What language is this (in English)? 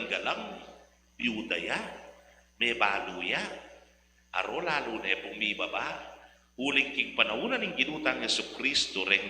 Pampanga